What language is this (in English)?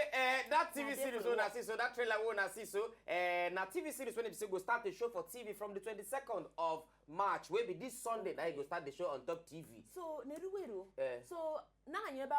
Nigerian Pidgin